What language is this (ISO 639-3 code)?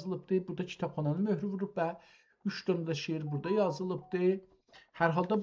azb